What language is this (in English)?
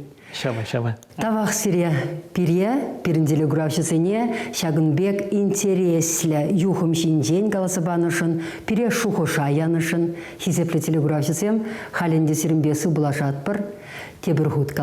Chuvash